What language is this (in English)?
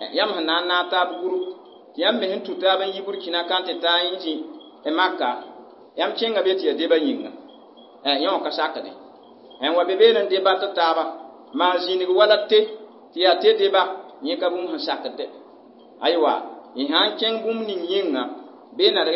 Mossi